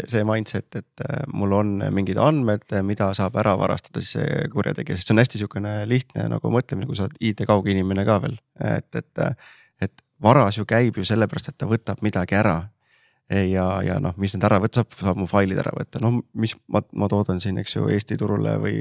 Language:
Estonian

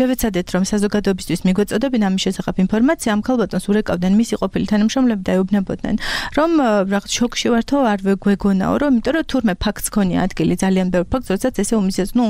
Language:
Georgian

